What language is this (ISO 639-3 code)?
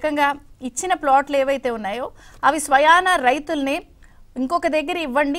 tel